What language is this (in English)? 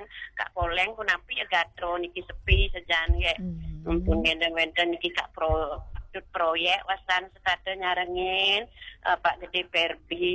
Balinese